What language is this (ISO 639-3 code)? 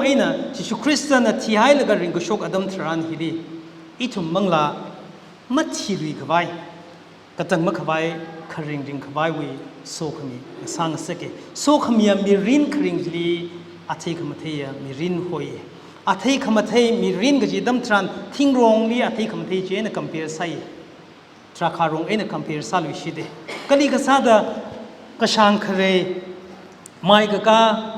nmf